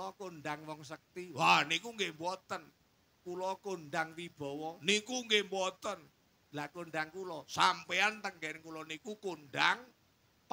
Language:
Javanese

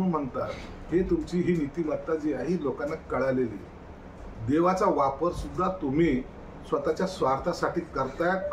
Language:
Marathi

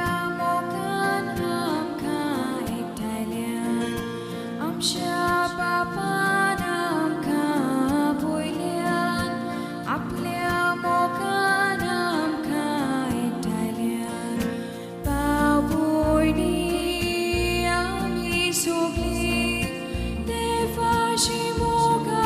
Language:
Konkani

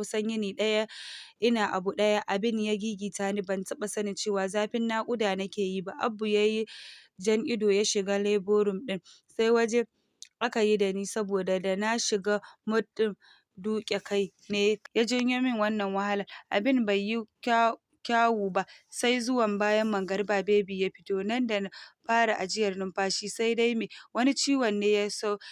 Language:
Hausa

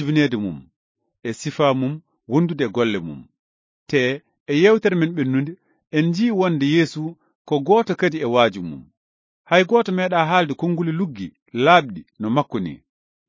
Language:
Fula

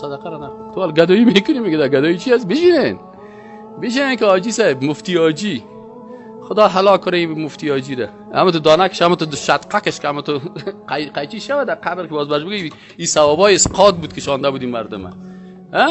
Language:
Persian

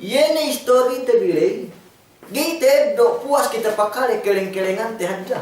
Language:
Yakan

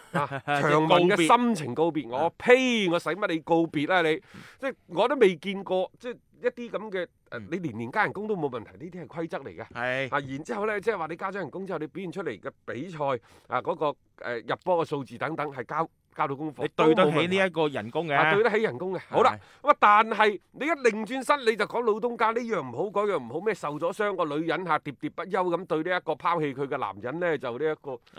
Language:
Cantonese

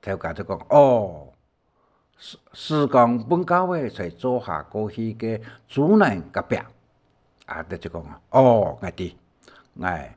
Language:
Hakka Chinese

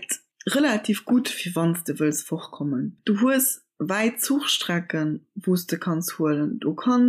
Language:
Luxembourgish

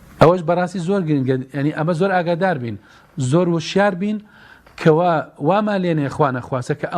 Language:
Central Kurdish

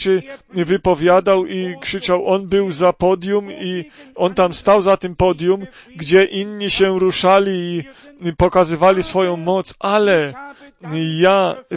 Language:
Polish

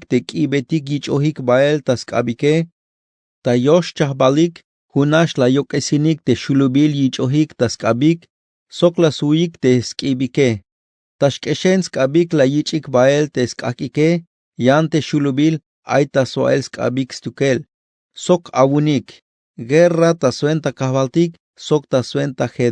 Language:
Tzeltal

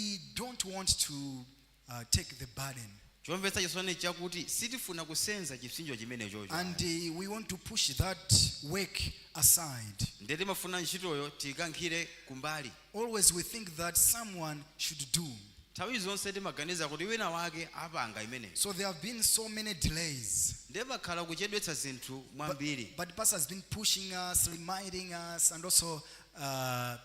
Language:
Nyanja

